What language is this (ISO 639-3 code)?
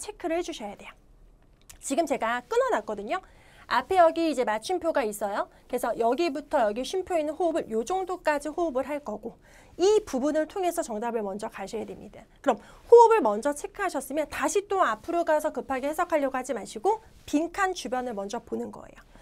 kor